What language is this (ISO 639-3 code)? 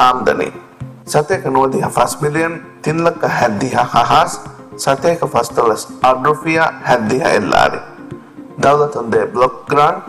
div